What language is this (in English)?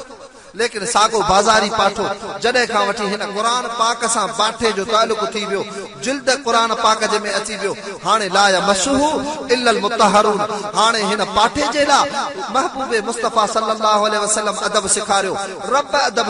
Sindhi